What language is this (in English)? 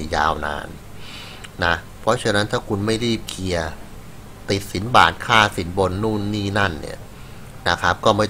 Thai